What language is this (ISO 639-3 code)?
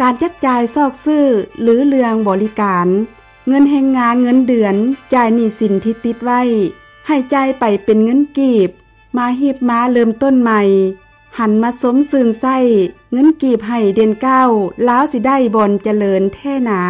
lao